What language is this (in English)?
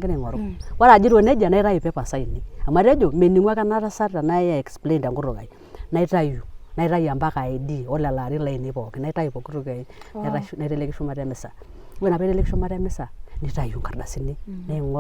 Masai